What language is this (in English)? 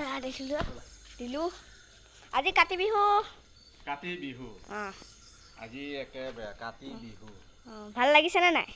Assamese